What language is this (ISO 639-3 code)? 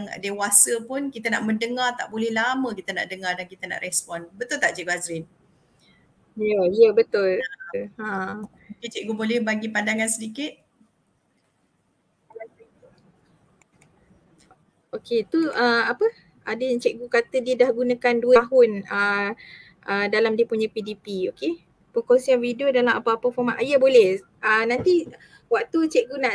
msa